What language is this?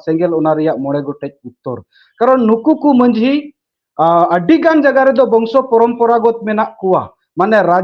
Santali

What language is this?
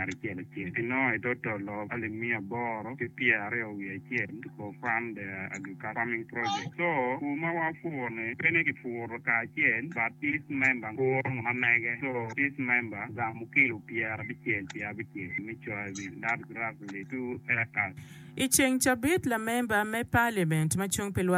Acoli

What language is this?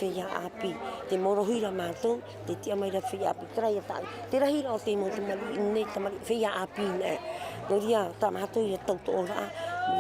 Tahitian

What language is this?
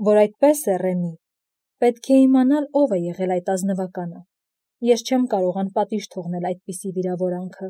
Armenian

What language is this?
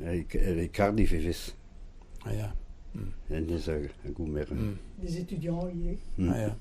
Breton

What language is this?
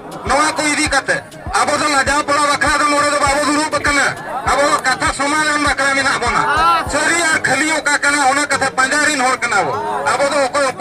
Santali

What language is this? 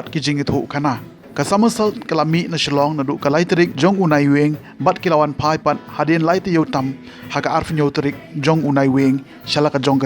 Khasi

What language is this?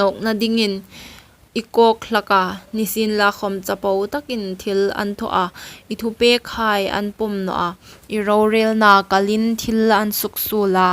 Hmar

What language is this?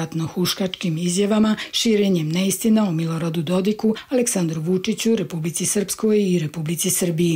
Croatian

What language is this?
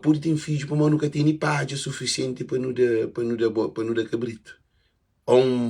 Kabuverdianu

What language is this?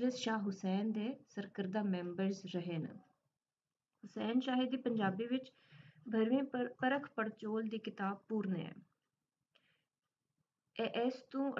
Punjabi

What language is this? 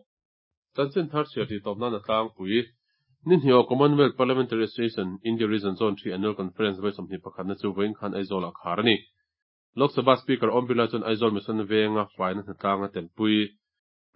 Mizo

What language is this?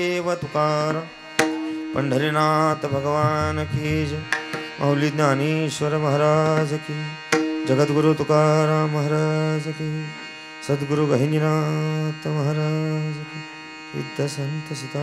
Marathi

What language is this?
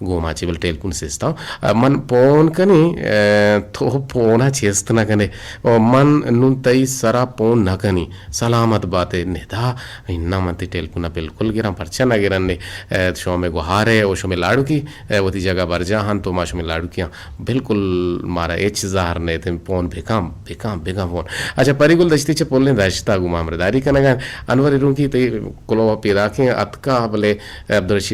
Eastern Balochi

